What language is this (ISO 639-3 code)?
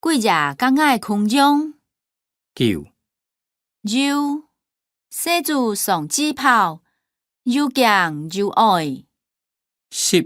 hak